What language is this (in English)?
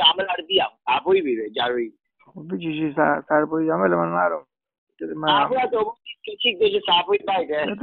Persian